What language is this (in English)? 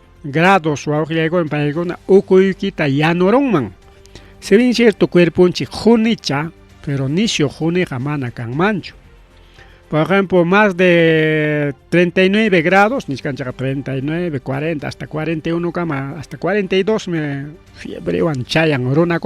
Ayacucho Quechua